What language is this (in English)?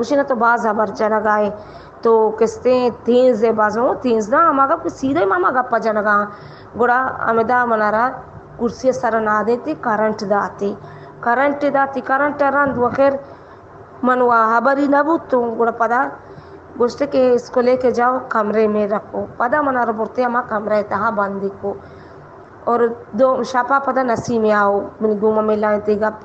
Baluchi